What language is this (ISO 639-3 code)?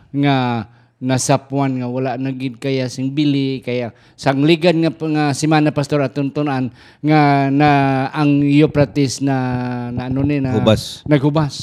hil